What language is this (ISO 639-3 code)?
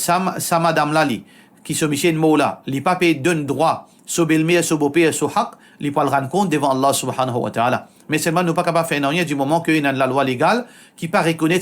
mfe